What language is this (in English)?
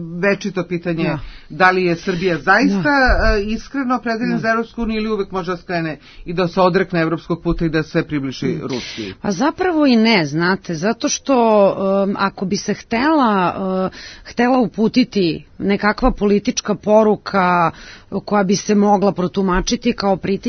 Serbian